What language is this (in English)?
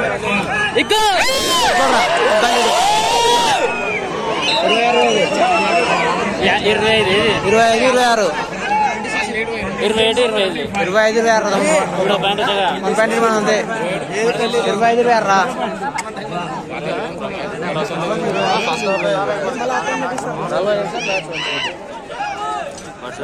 Telugu